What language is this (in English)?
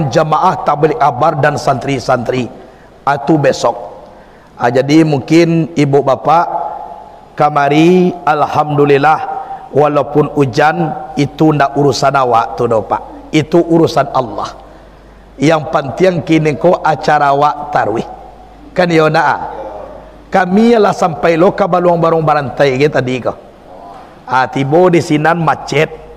Minangkabau